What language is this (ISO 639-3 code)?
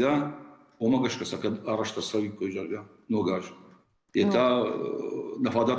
oss